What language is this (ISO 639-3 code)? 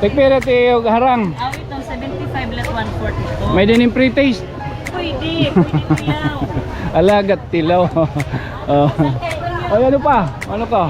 war